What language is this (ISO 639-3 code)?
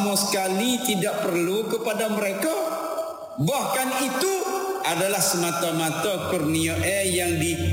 msa